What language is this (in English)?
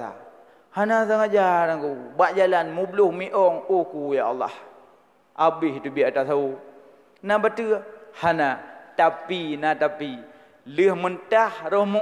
Achinese